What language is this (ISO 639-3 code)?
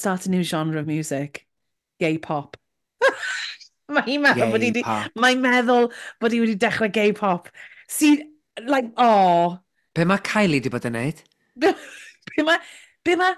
cym